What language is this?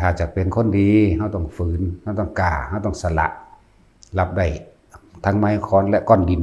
Northeastern Thai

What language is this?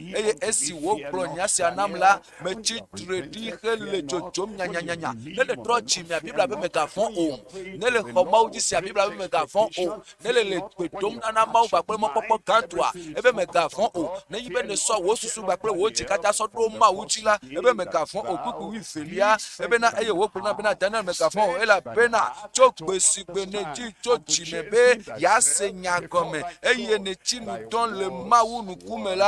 Ewe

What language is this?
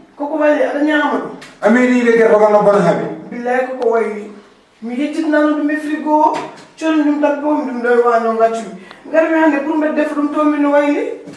Fula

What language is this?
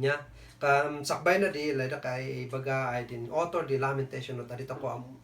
Kankanaey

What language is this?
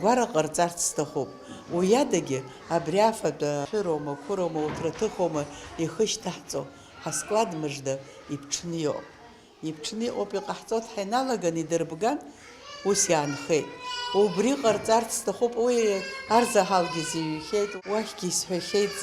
Abkhazian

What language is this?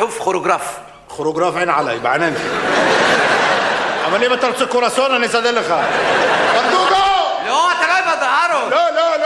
Hebrew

